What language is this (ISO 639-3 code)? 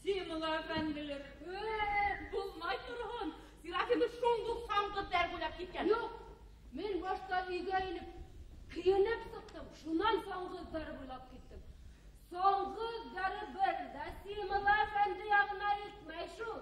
bak